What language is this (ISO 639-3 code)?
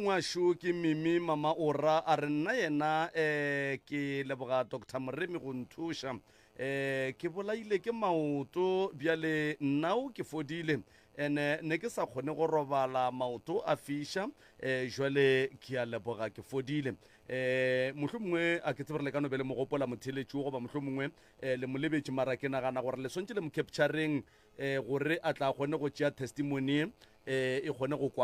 nso